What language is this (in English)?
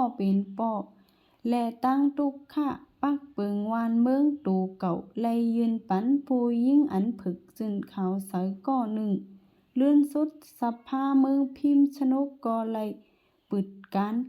Shan